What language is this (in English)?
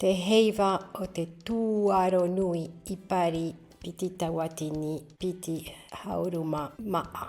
Tahitian